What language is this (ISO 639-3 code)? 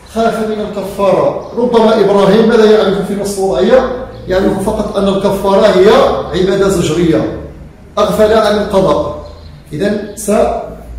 ara